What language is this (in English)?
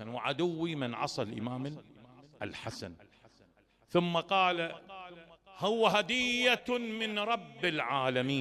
Mesopotamian Arabic